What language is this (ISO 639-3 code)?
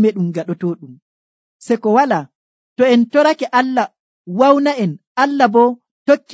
fuv